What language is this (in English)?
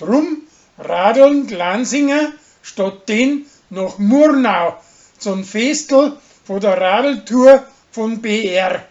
Bavarian